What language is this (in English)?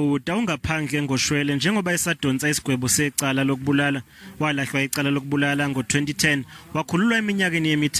Zulu